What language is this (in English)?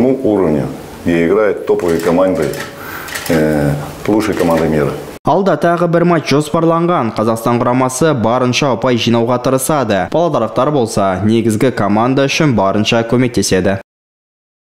Kazakh